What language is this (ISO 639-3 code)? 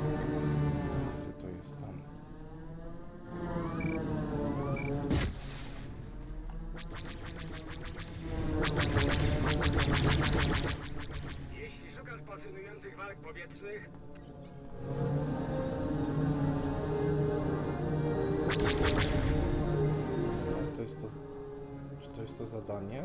pol